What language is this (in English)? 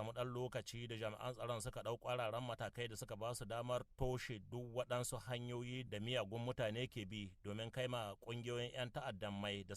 Hausa